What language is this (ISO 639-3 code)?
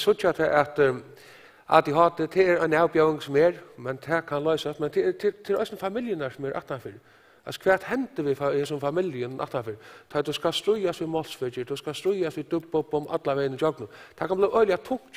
fao